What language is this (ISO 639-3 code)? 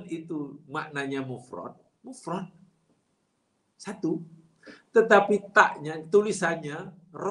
msa